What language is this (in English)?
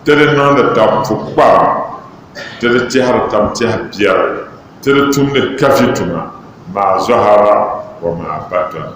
Dagbani